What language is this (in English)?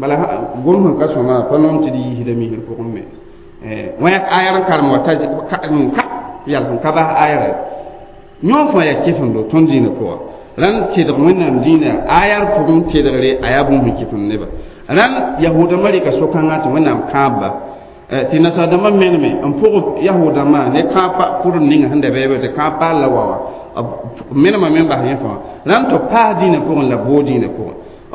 Mossi